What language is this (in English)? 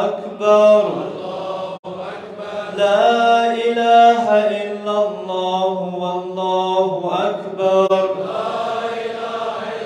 Arabic